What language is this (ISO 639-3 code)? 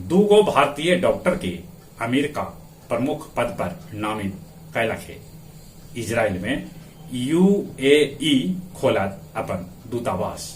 mag